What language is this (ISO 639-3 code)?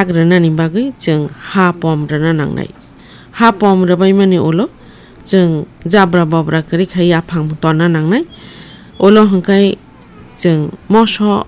trp